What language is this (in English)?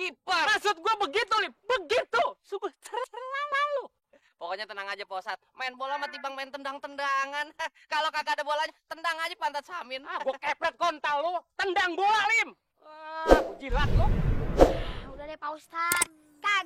Betawi